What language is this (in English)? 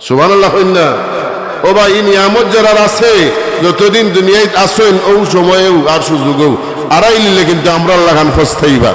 Sylheti